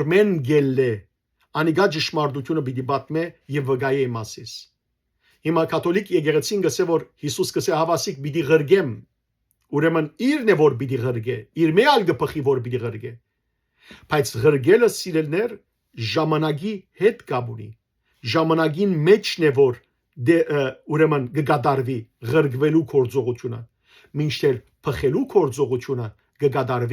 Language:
Western Armenian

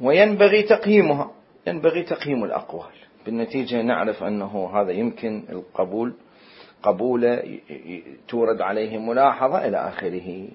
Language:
Mesopotamian Arabic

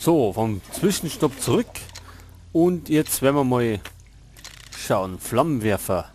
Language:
Bavarian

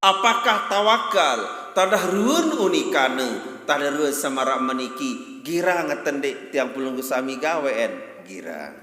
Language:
Sasak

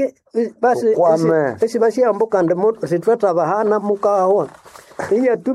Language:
Nande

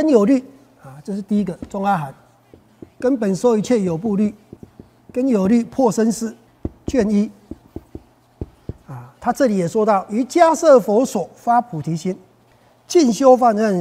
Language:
Chinese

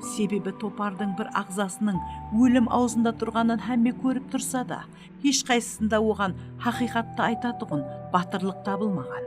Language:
Kara-Kalpak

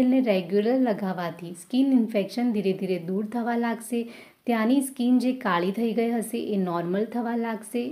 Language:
Gujarati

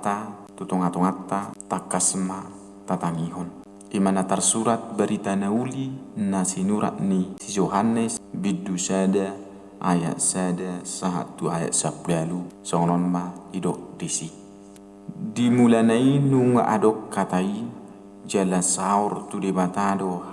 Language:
Batak Toba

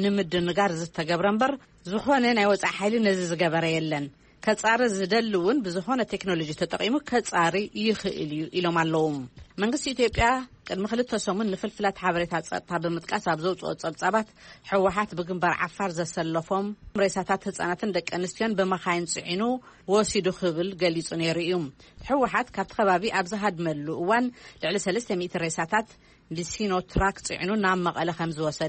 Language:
Tigrinya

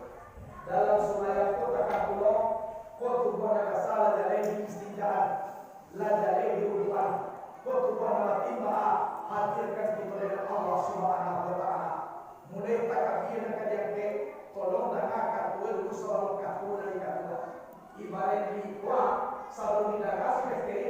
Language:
Minangkabau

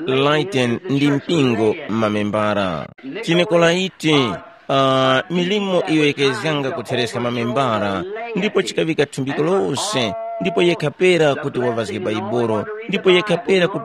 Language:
Tumbuka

